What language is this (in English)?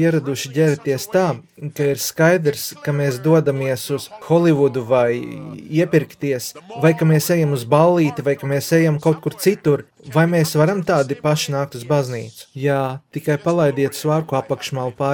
Latvian